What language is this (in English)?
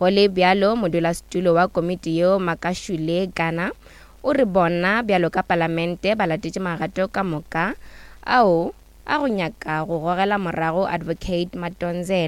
Northern Sotho